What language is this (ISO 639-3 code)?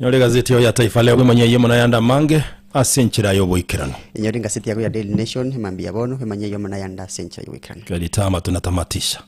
guz